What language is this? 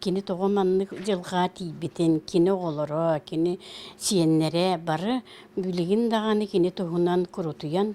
Yakut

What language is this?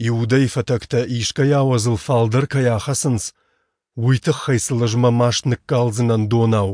Ossetic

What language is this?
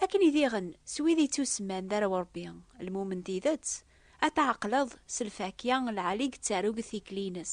Kabyle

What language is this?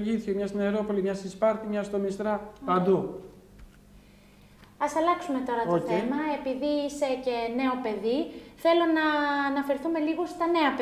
Greek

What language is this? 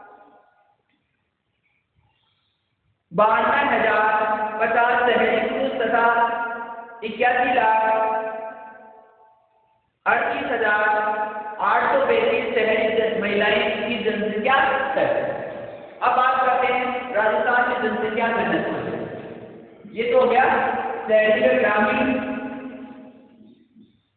Hindi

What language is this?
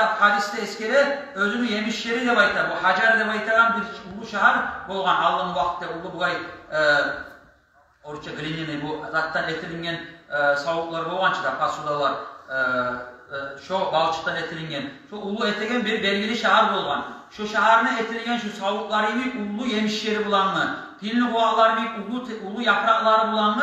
Kumyk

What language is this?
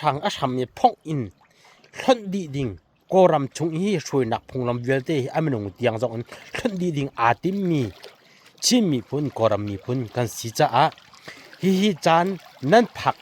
Hakha Chin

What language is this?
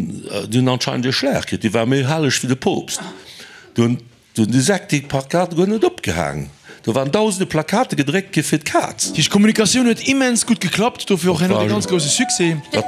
Luxembourgish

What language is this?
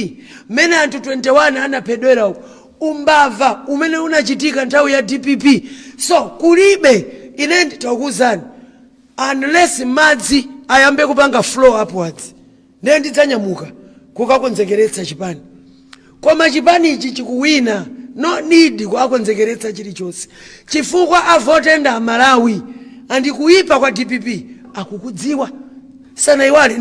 Nyanja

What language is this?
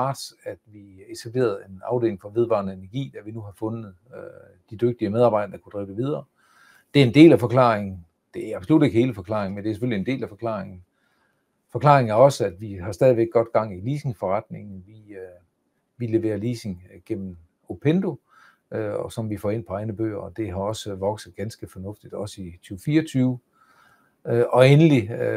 Danish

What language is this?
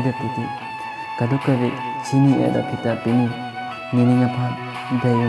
Karbi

